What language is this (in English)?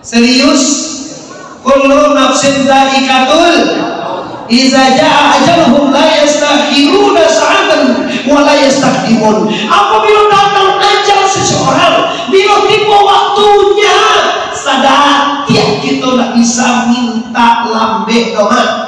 Minangkabau